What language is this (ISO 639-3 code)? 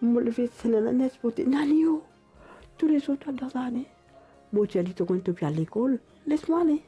mfe